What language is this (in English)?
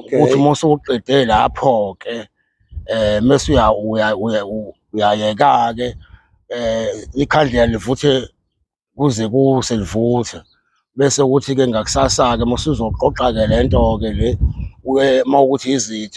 Zulu